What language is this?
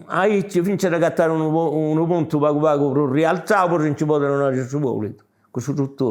Sardinian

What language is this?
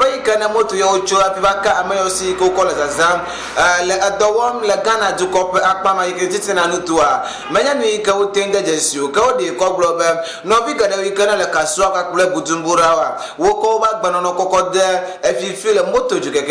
Ewe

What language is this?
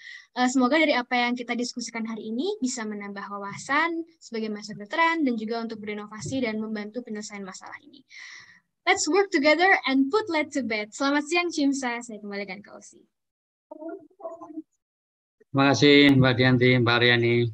Indonesian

